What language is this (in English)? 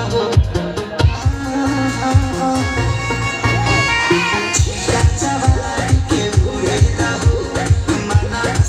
Bhojpuri